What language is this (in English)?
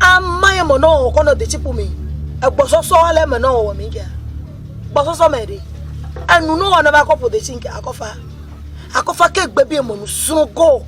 Ewe